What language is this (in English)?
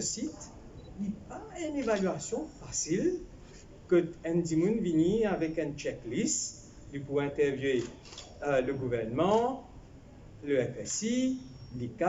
Morisyen